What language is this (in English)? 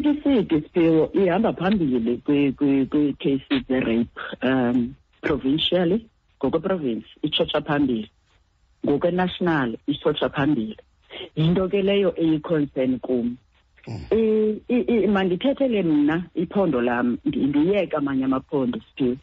Xhosa